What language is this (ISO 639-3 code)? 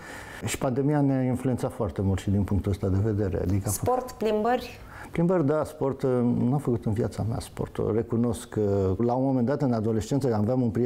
ron